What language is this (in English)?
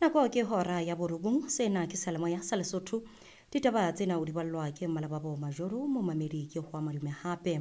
Southern Sotho